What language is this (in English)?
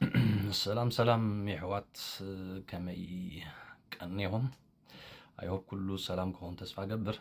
Tigrinya